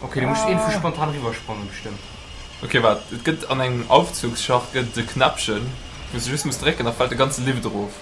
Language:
Luxembourgish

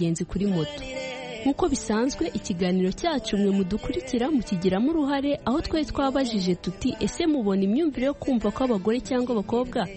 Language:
Kinyarwanda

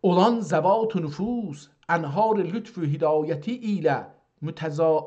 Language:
South Azerbaijani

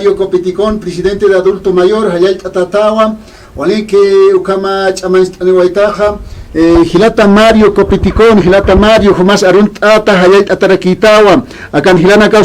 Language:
Aymara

